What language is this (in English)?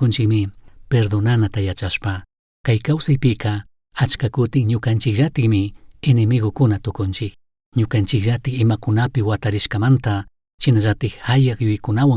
Chimborazo Highland Quichua